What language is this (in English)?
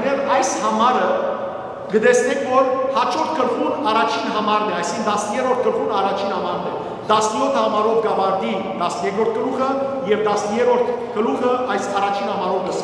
Western Armenian